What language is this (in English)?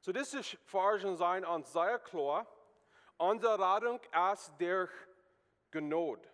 Plautdietsch